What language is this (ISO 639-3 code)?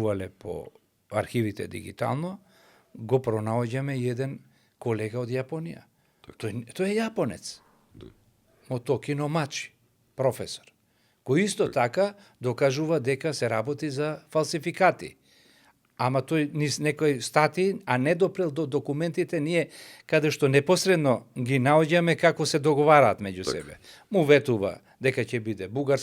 mkd